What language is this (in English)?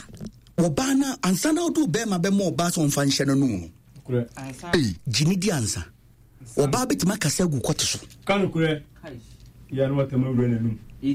Akan